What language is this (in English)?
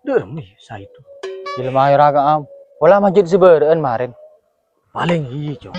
Madurese